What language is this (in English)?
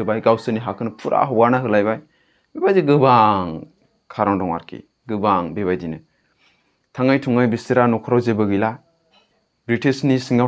Bodo